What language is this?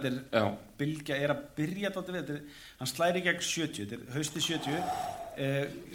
Icelandic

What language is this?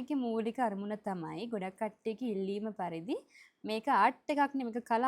Sinhala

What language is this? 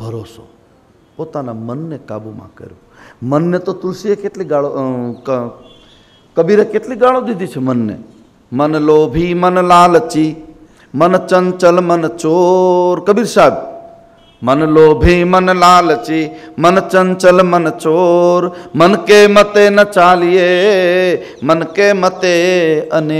Gujarati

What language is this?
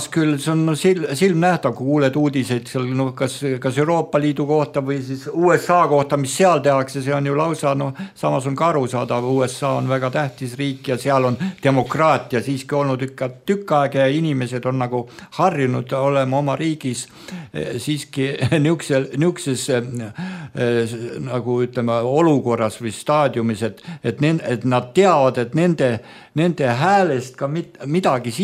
Estonian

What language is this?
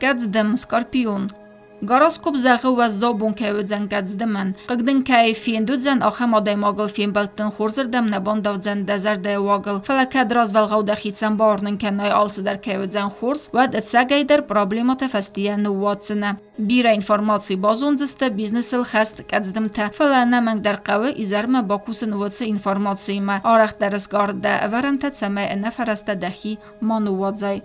Ossetic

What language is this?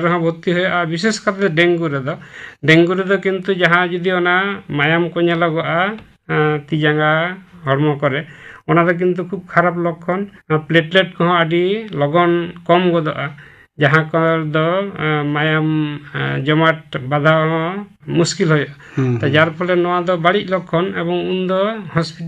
Santali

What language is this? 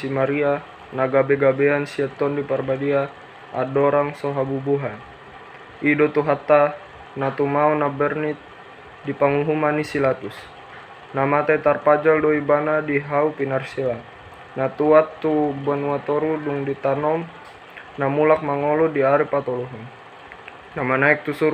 Batak Toba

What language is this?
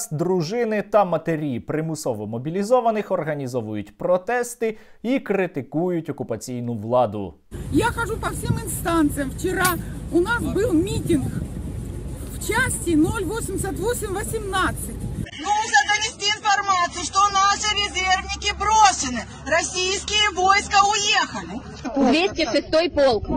Ukrainian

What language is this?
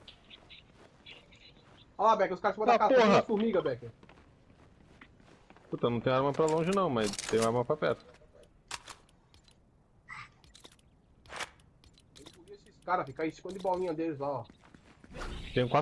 Portuguese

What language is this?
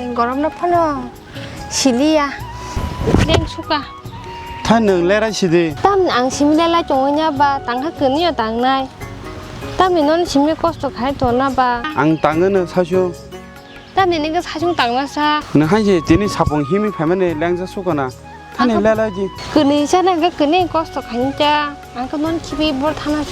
Kok Borok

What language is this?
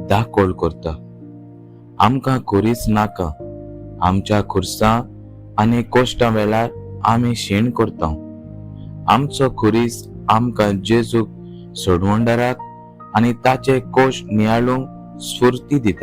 Konkani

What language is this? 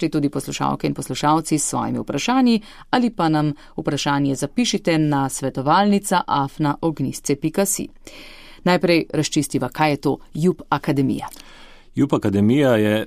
Slovenian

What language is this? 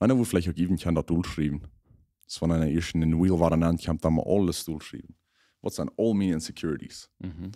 Plautdietsch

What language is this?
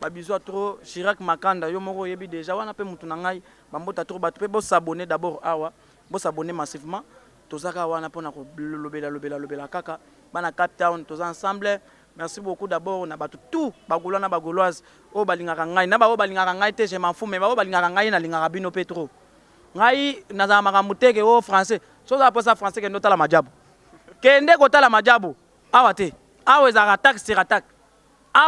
Lingala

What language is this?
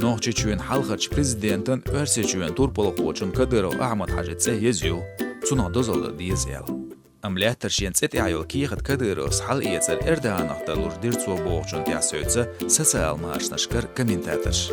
Chechen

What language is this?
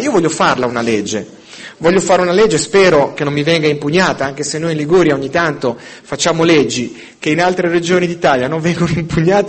Italian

